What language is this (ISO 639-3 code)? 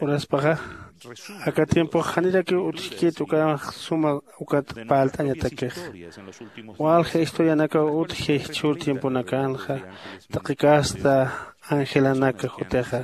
aym